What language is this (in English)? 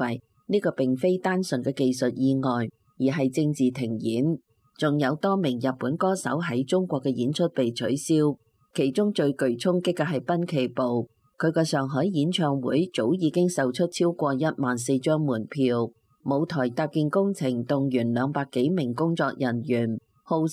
Cantonese